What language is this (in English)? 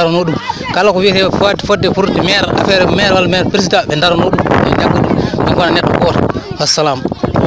Fula